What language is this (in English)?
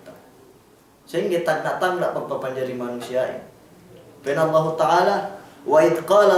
Yakan